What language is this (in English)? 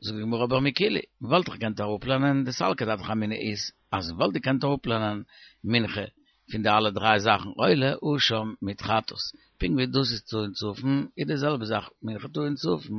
Yiddish